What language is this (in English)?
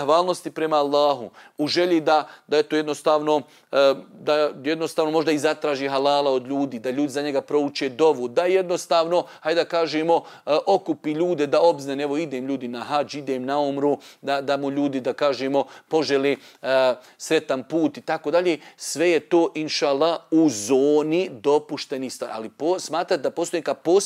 Bosnian